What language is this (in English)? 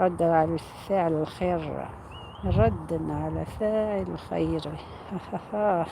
Algerian Arabic